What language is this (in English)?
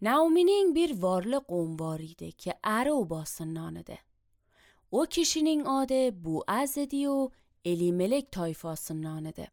Azerbaijani